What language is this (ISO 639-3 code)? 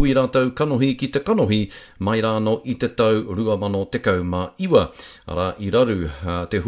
mri